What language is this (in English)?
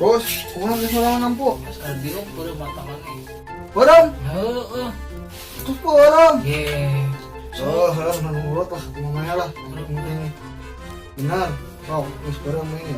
Sundanese